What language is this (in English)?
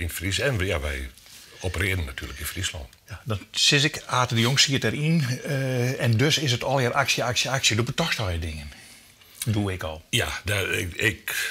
Western Frisian